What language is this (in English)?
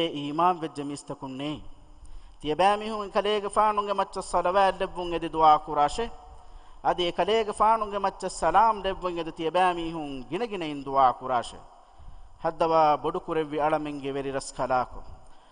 Divehi